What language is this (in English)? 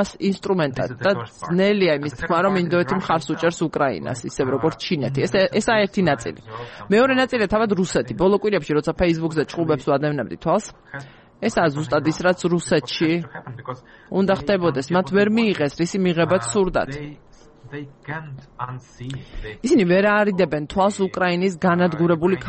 Georgian